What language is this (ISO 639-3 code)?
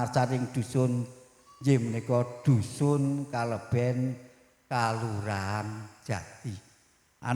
jav